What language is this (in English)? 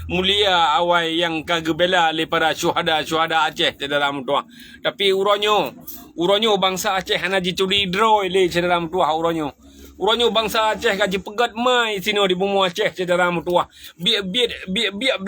Achinese